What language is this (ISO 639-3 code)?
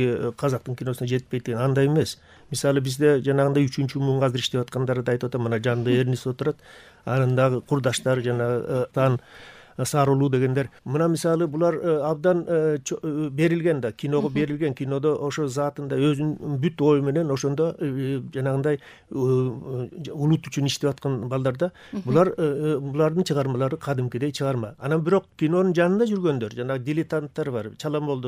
kir